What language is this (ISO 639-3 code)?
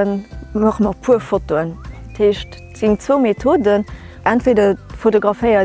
ltz